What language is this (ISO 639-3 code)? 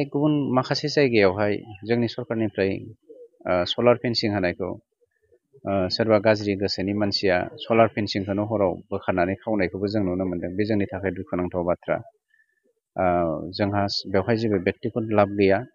brx